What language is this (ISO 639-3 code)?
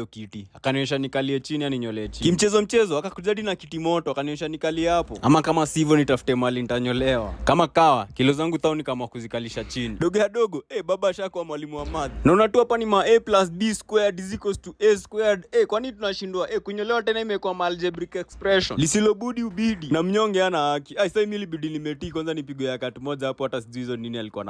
swa